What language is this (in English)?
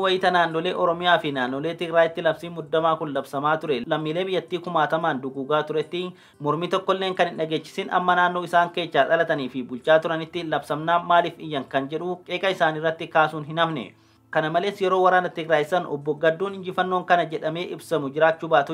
Oromo